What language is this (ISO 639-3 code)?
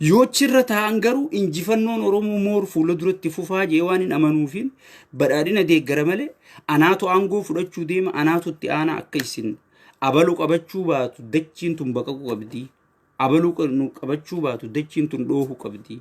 orm